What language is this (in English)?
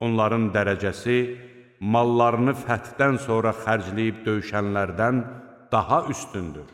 Azerbaijani